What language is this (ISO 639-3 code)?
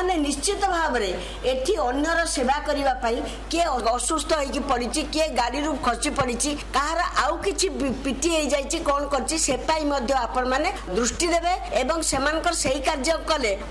ori